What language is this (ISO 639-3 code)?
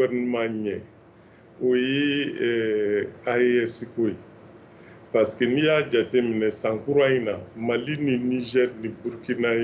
bam